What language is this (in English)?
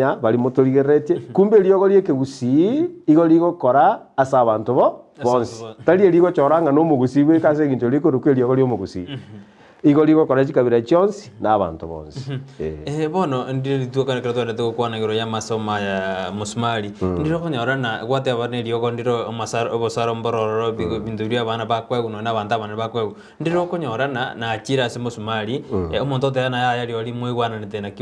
Gusii